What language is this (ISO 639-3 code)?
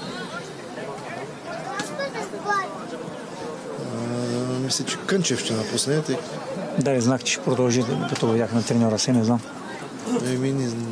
bul